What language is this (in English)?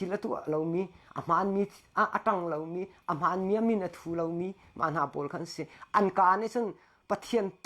Hakha Chin